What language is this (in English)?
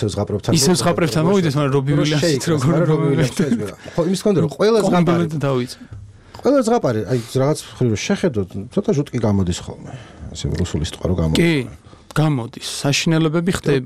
Georgian